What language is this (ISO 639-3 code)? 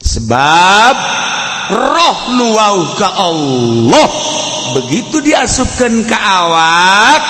sun